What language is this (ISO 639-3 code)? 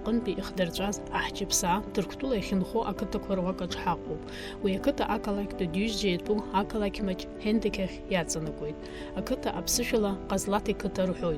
abk